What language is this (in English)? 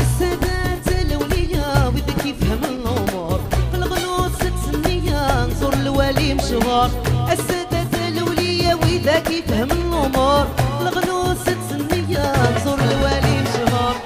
Algerian Arabic